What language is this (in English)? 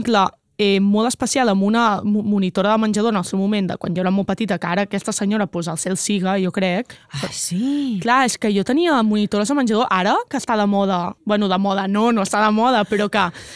Catalan